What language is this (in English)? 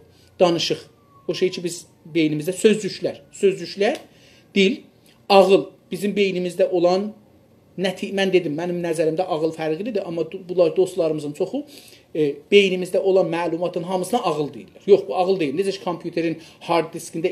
South Azerbaijani